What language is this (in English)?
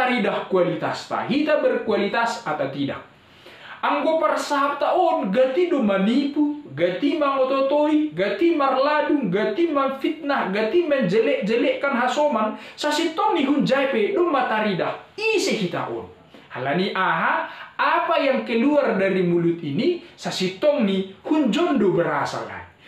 Batak Simalungun